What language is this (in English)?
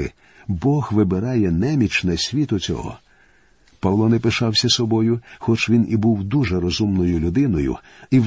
Ukrainian